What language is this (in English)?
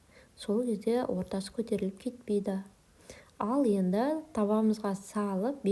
Kazakh